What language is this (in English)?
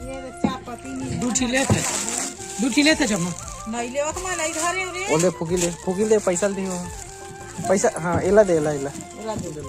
Chhattisgarhi